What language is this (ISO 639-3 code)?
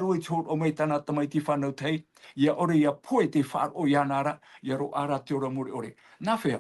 tah